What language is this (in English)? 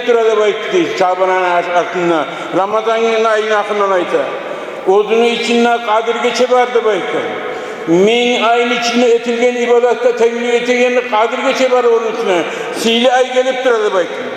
Kumyk